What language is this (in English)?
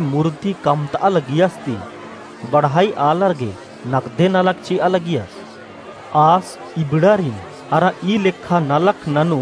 Kurukh